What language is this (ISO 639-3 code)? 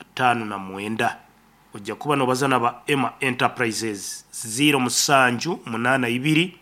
nyn